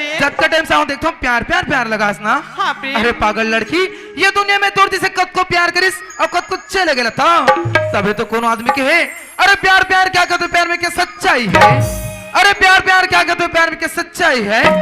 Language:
Chhattisgarhi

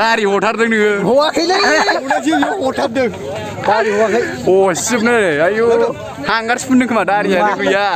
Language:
Bodo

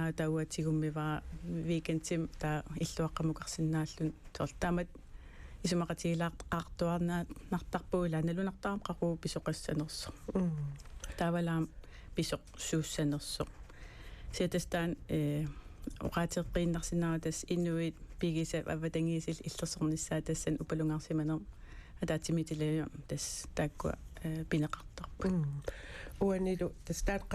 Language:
Kalaallisut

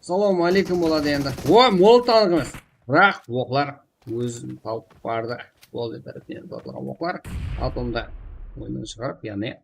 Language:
Kara-Kalpak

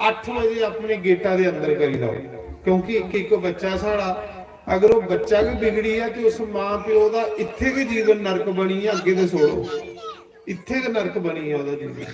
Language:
Dogri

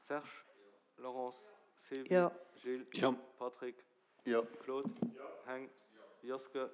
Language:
Luxembourgish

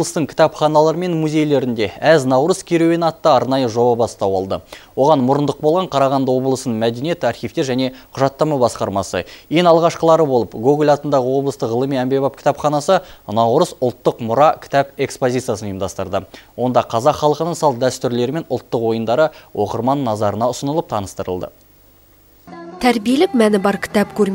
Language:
Kazakh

